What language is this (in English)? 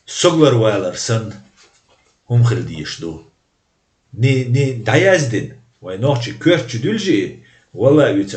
Chechen